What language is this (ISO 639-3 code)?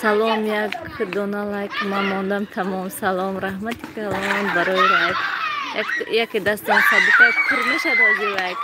tgk